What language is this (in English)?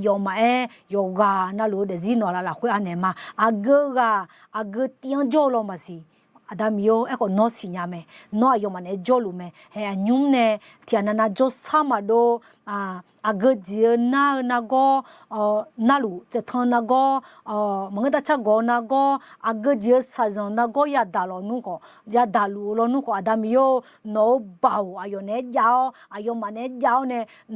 Akha